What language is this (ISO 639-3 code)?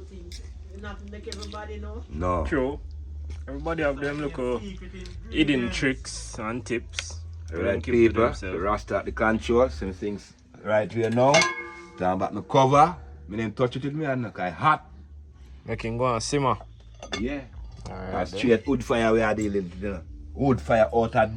jam